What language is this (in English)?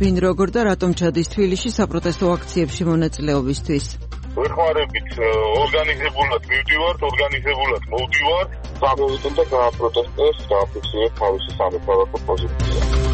Georgian